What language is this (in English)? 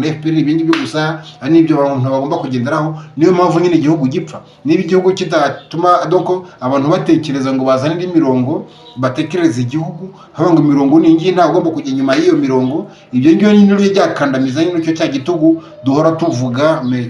Kinyarwanda